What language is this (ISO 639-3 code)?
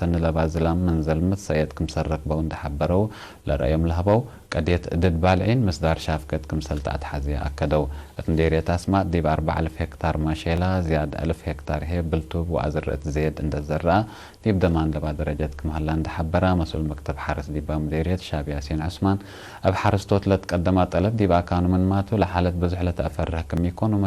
tig